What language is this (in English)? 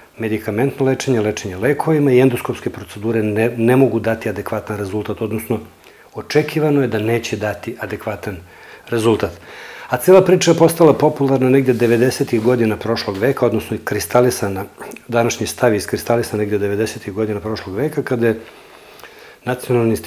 Serbian